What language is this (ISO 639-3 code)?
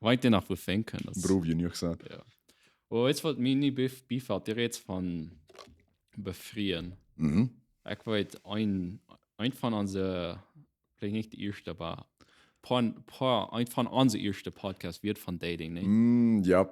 pdt